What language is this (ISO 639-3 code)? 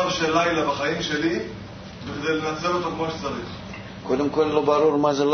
heb